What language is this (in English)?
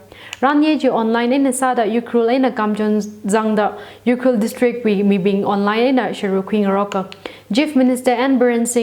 Tangkhul Naga (India)